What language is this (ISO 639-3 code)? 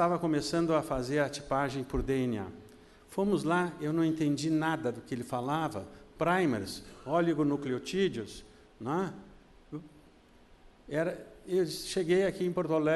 por